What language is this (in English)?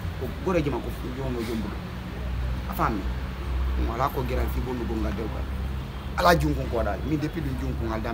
Fula